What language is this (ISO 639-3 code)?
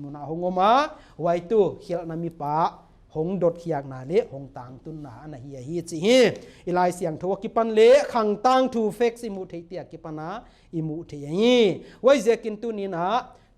pck